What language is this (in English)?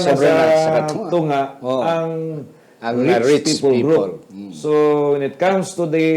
Hiligaynon